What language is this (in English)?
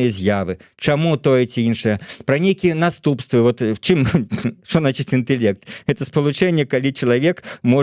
Belarusian